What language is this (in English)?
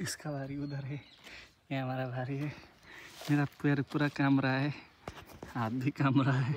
Nepali